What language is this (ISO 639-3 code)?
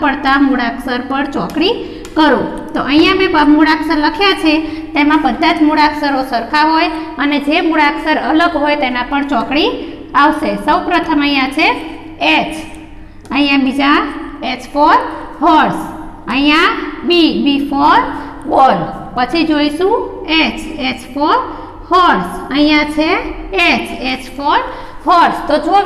guj